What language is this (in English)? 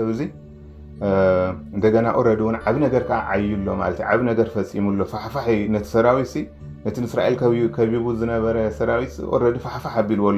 Tigrinya